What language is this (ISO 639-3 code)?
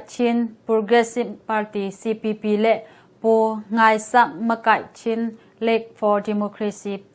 ctd